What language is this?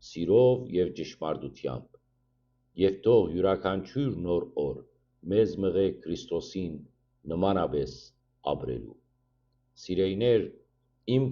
Western Armenian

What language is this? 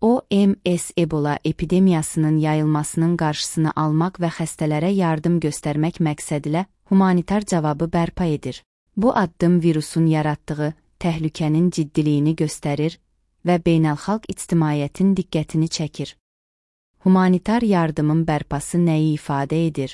Azerbaijani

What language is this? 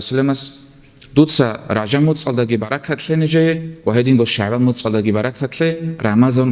Avaric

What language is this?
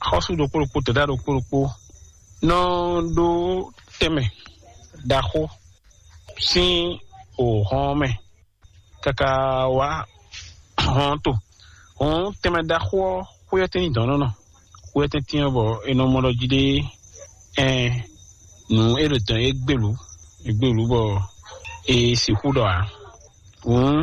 Fon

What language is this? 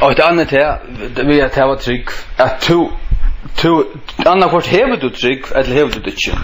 Faroese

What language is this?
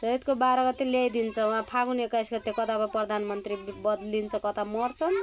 Nepali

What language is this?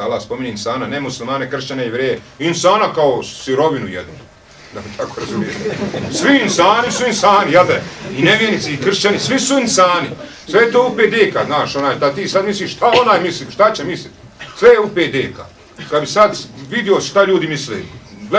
Bosnian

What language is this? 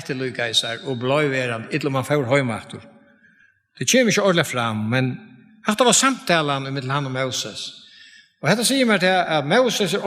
Faroese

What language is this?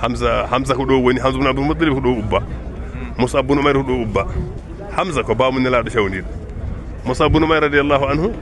Fula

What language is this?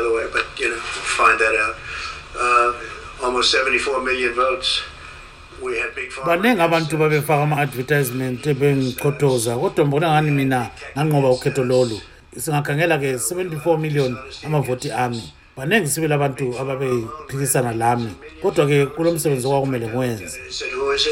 North Ndebele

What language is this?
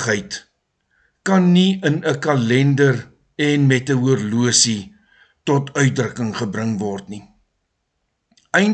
Afrikaans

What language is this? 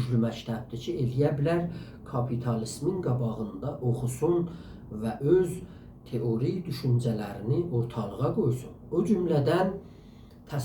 South Azerbaijani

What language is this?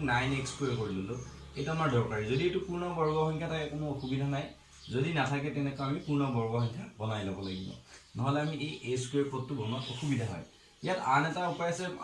Assamese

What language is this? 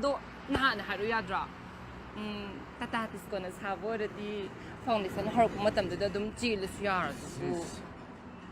Manipuri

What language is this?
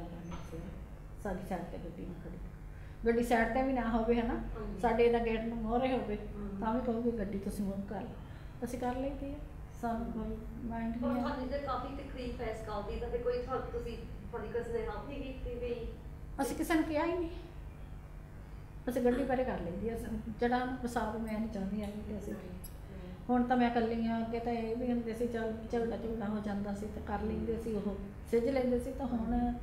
Punjabi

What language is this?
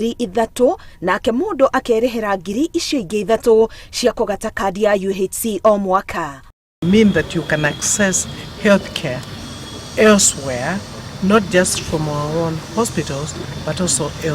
Kikuyu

